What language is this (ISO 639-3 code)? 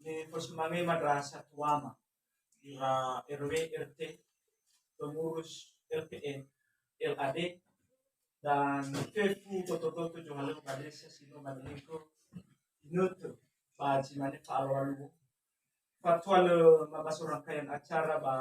nia